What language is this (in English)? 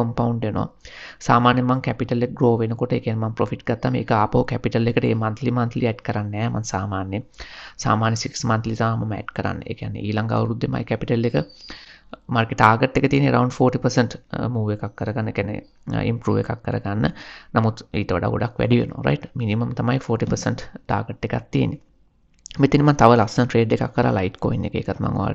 Sinhala